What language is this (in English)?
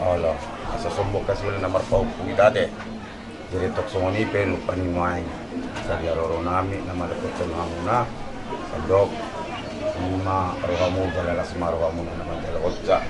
Batak Toba